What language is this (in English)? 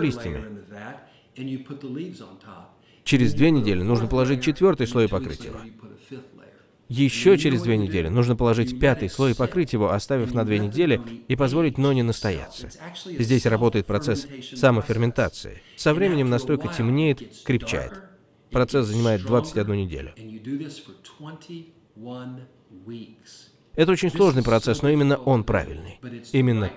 Russian